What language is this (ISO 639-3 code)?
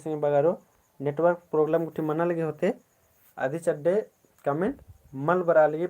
kru